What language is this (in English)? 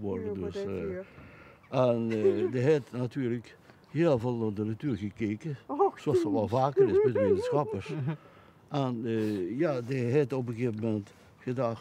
Limburgish